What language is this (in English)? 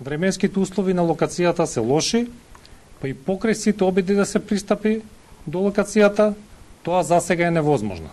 Macedonian